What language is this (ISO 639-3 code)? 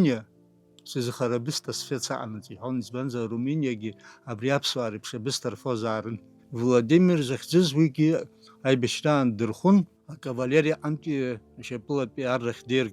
abk